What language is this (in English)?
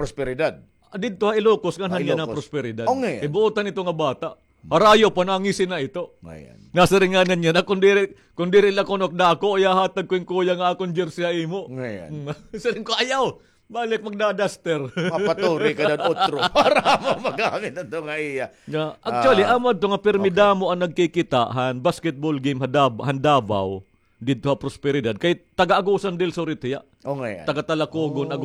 Waray